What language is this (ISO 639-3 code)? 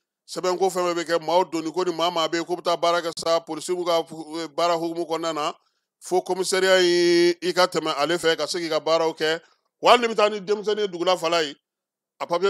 bam